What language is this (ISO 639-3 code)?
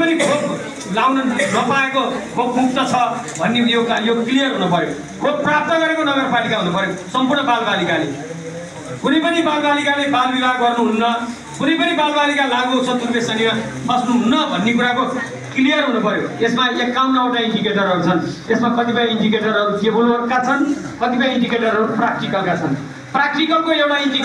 nep